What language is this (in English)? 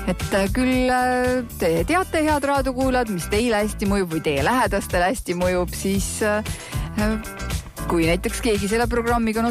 Estonian